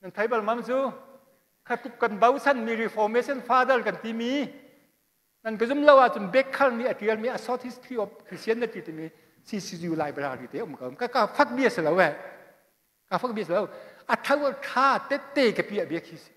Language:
Hakha Chin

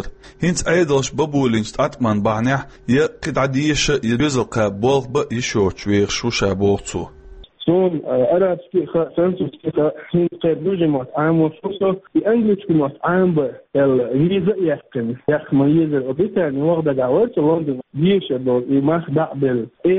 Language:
Chechen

